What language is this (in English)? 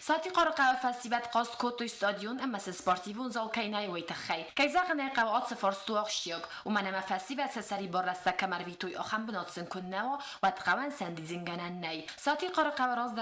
Ossetic